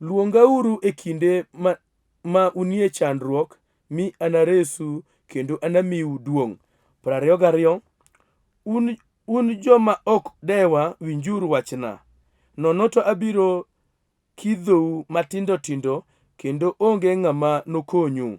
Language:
Luo (Kenya and Tanzania)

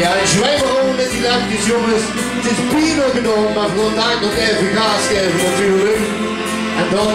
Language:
Limburgish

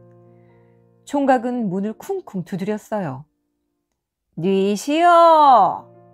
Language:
Korean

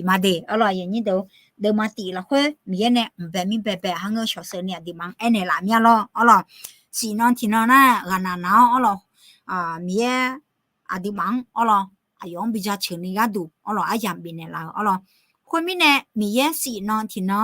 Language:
Akha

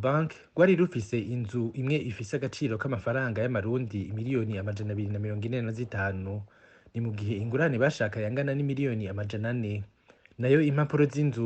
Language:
Rundi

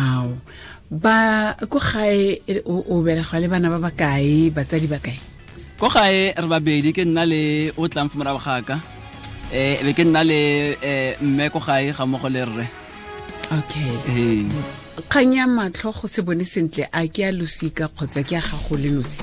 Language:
Tswana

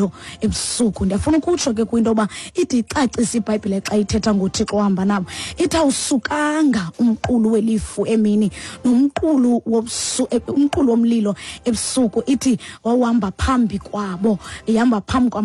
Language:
Xhosa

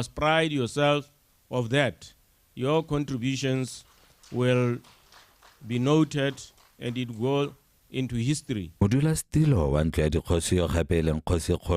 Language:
Tswana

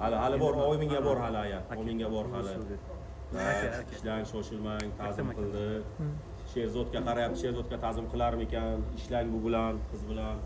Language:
Uzbek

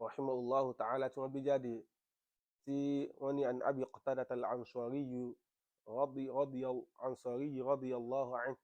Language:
Yoruba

